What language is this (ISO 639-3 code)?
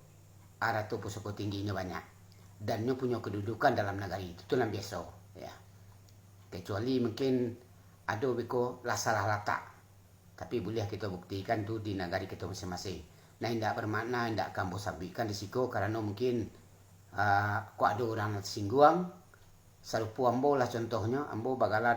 min